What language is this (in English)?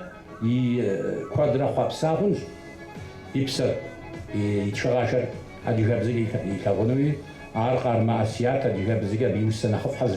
Kabardian